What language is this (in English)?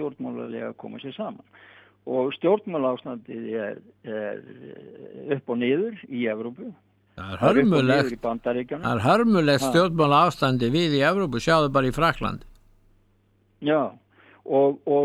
Icelandic